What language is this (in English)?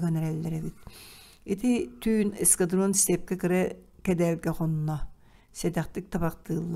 Yakut